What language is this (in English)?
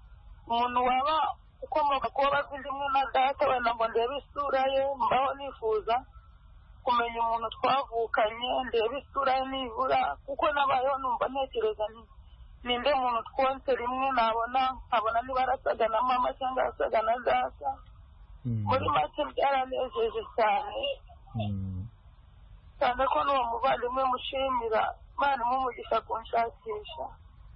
Kinyarwanda